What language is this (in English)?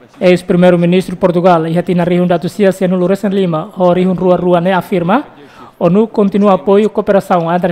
Tetum